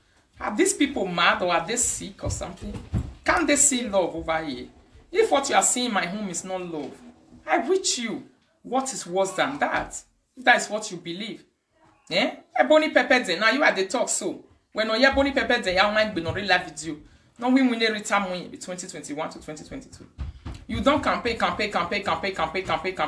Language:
Nigerian Pidgin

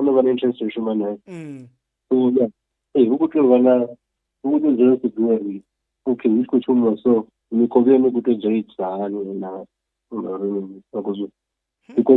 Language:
Venda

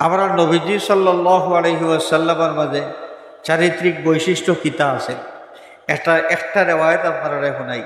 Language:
Sylheti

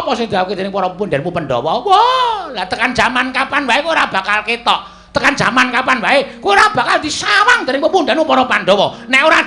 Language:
Javanese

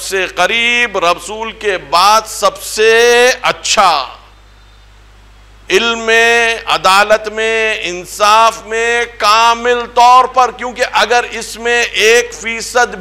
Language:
Urdu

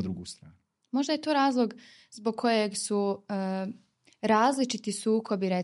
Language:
Bosnian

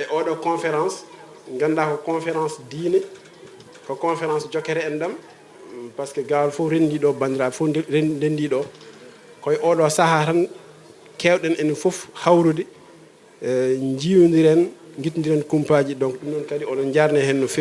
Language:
Fula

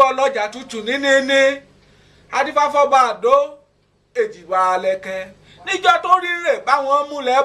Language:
Yoruba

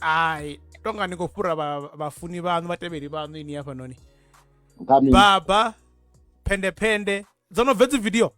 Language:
Venda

